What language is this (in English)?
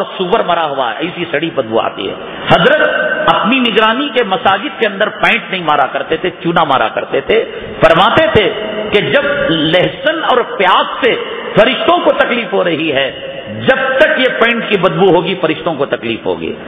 Urdu